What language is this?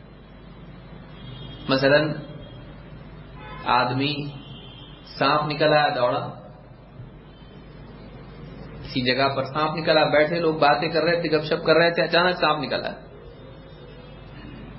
Urdu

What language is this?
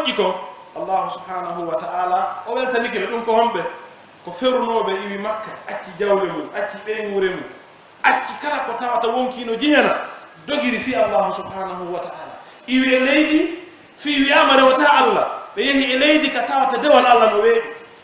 Pular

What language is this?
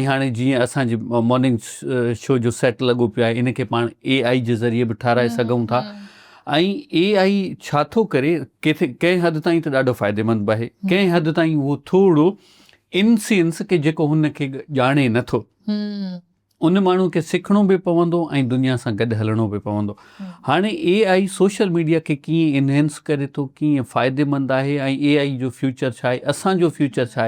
Sindhi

